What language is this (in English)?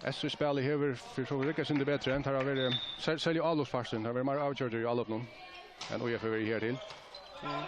Faroese